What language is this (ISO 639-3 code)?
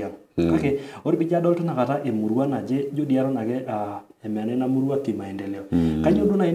mas